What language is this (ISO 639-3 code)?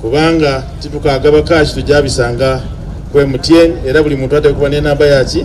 xog